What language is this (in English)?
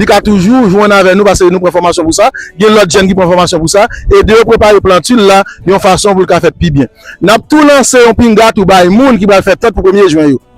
Haitian Creole